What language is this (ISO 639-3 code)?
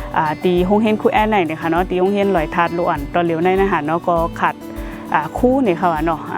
shn